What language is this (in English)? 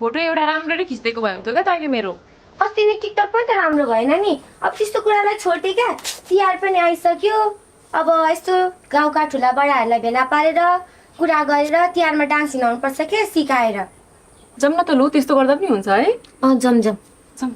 Nepali